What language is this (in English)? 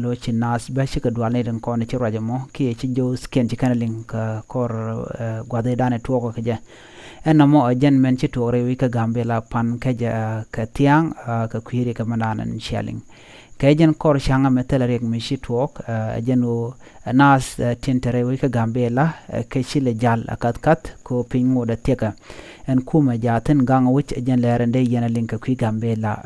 Nuer